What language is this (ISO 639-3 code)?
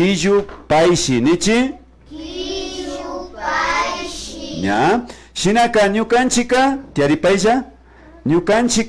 qvi